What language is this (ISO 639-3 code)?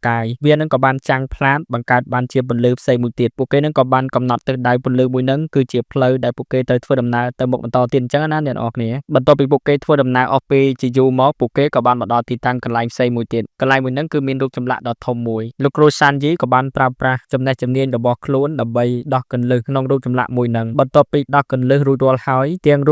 khm